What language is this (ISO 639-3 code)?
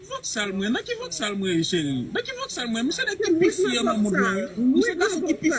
hat